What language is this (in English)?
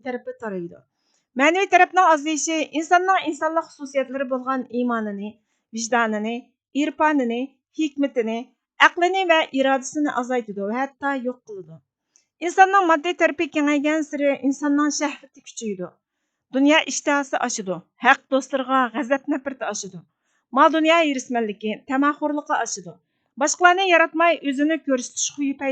Uyghur